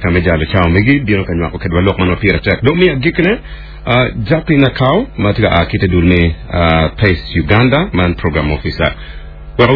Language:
Acoli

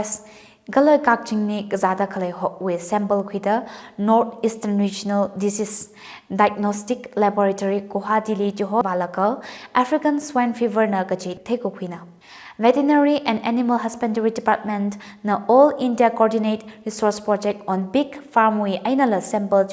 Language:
Tangkhul Naga (India)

